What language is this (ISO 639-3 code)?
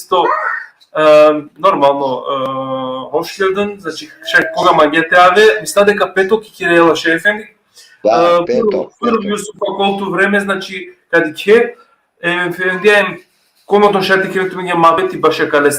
rmn